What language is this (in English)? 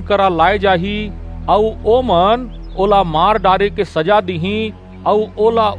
Chhattisgarhi